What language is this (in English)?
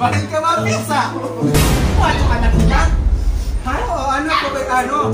Waray